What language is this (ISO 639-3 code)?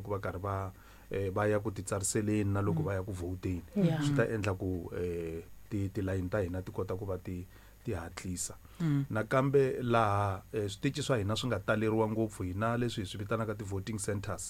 tso